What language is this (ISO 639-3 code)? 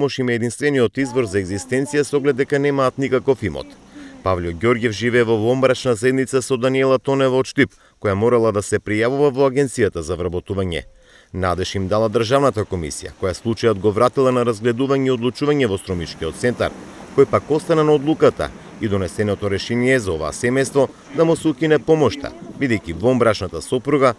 mkd